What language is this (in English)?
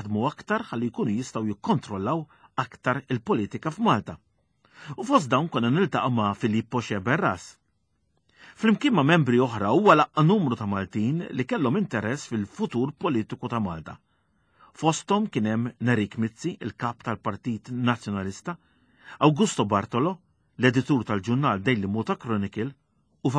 Maltese